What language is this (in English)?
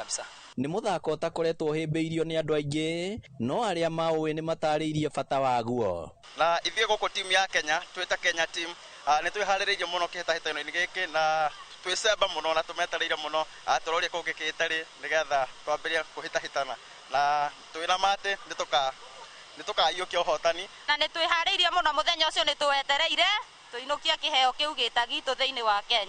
Kikuyu